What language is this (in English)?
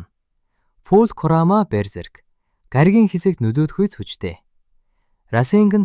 Mongolian